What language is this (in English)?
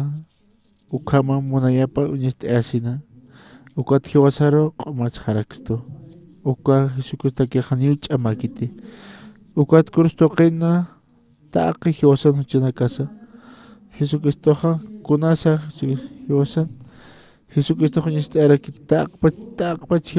Aymara